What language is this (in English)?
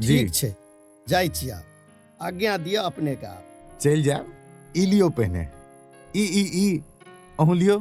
Maithili